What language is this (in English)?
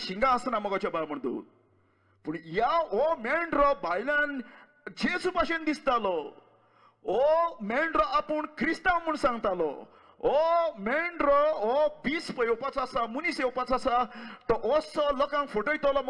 Konkani